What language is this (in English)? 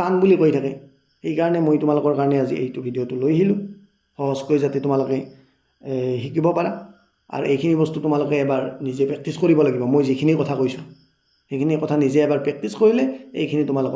Assamese